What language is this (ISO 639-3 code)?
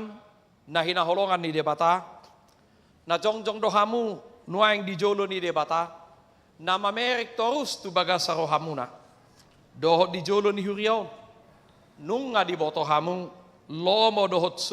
bbc